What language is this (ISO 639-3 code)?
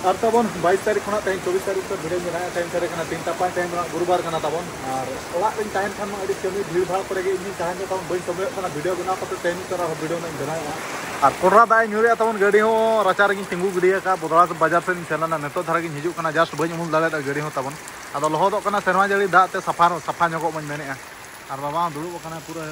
sat